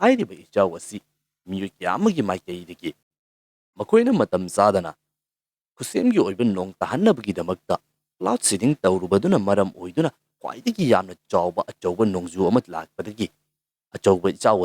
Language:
Manipuri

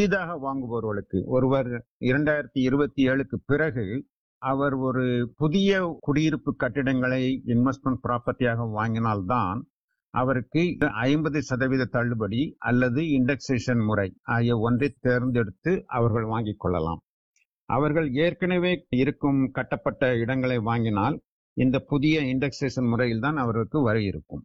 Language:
Tamil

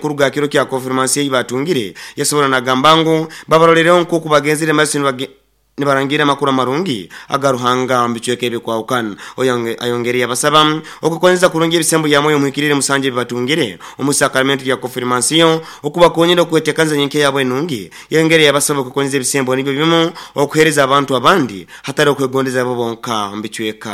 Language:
Nyoro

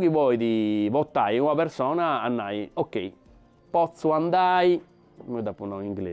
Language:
Sardinian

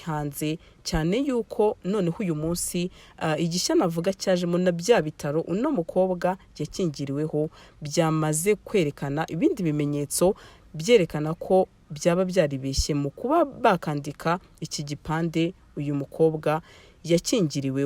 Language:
Kinyarwanda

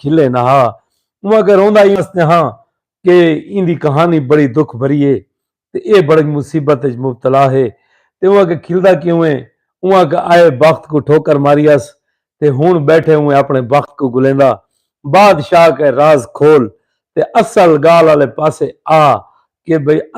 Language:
Saraiki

